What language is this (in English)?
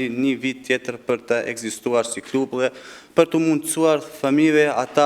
Albanian